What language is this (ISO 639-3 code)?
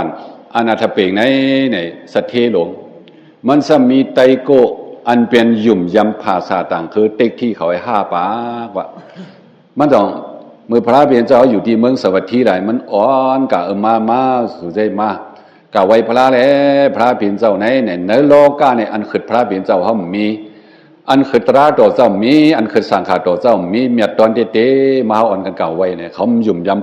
shn